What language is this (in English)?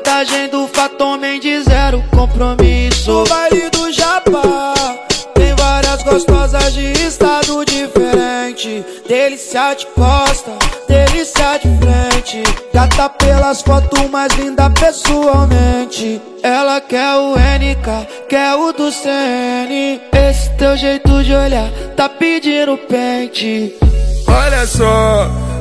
Portuguese